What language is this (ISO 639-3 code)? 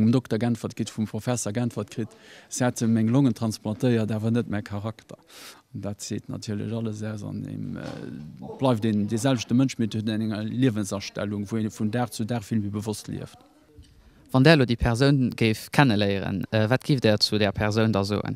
ltz